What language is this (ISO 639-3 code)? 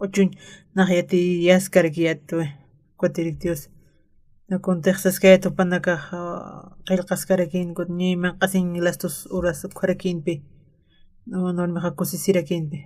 aym